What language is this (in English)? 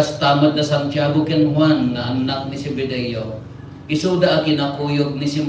Iloko